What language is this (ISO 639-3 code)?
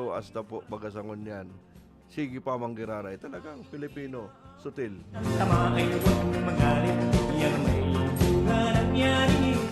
bik